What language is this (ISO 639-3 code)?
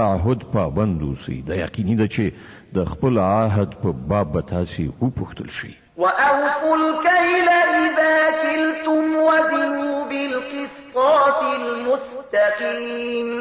pus